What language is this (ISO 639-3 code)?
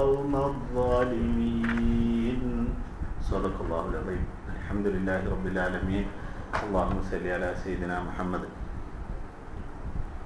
mal